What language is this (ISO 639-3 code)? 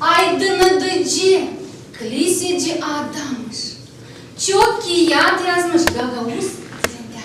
gag